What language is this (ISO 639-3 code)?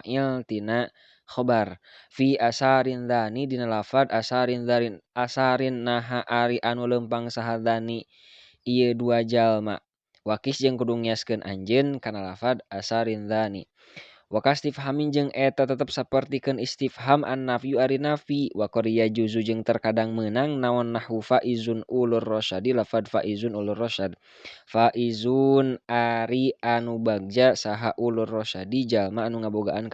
sun